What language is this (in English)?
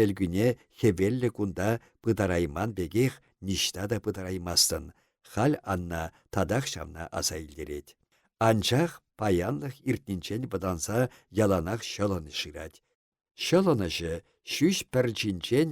Chuvash